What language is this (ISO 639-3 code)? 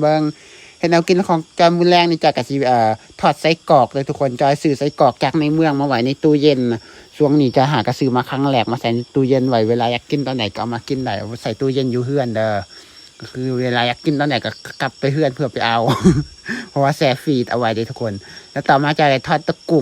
lao